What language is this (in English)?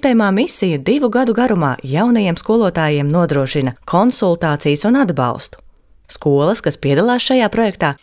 Latvian